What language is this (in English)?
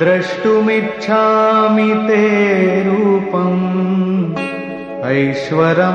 Malayalam